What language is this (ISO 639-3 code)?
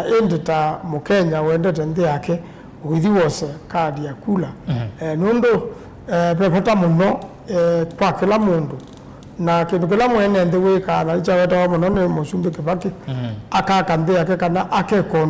kam